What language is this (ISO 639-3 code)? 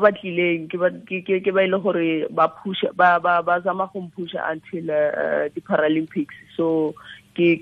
tsn